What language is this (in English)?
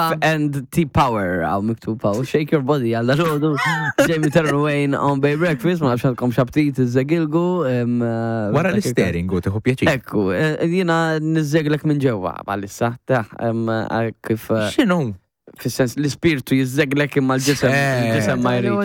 Maltese